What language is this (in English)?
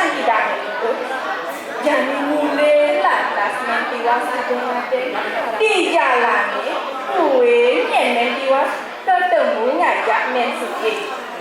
Balinese